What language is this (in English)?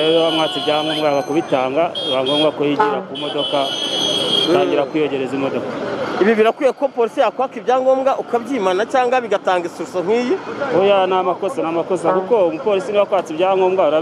Kinyarwanda